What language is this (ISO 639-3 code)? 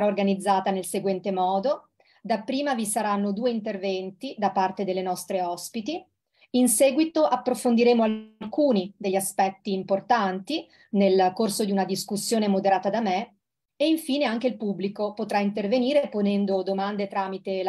ita